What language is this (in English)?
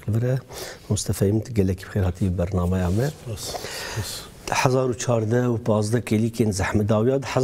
Kurdish